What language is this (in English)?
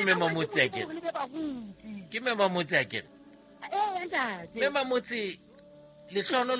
Southern Sotho